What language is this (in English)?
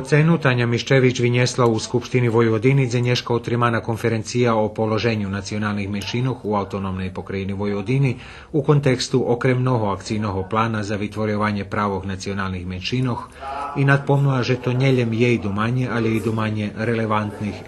Rusyn